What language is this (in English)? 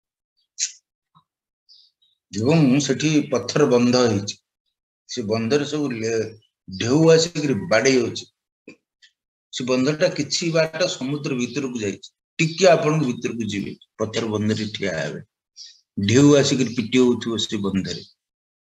Odia